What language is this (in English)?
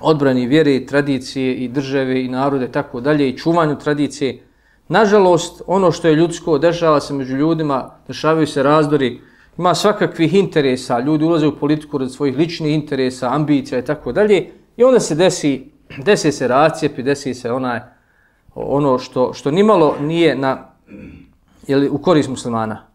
Bosnian